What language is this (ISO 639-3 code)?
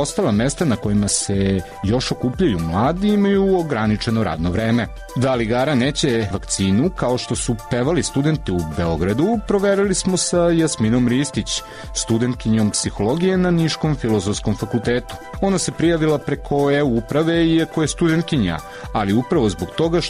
srp